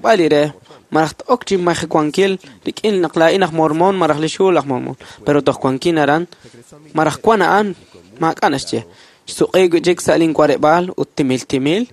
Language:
Kekchí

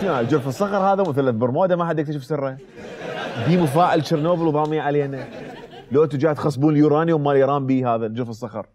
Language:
Mesopotamian Arabic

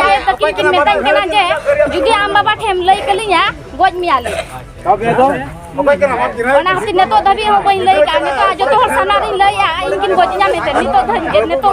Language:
Santali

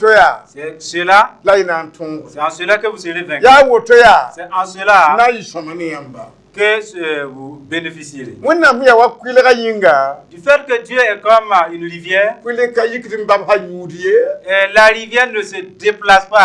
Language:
Mossi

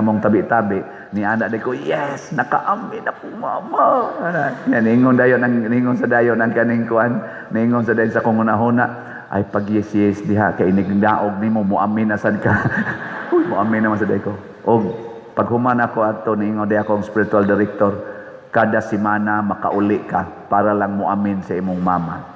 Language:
Cebuano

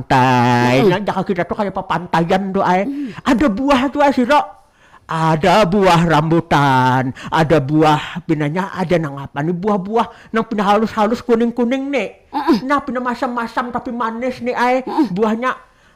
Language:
Banjar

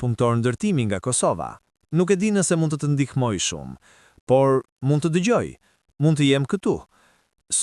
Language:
Albanian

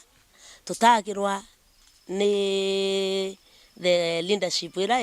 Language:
Meru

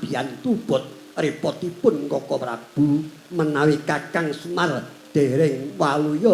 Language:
Javanese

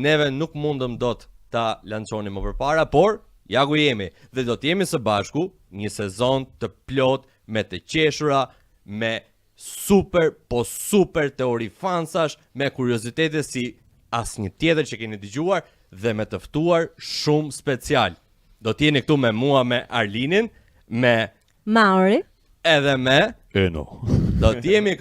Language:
Albanian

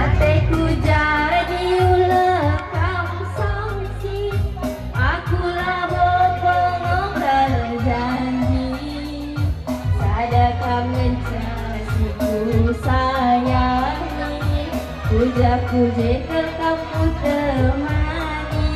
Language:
Batak Karo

